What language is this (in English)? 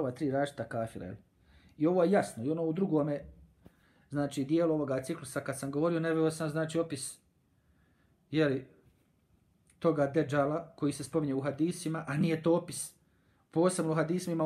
Bosnian